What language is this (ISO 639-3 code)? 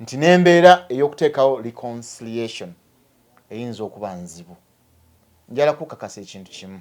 lug